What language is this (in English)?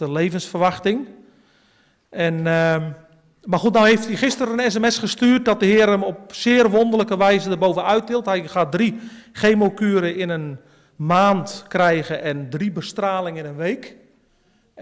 Dutch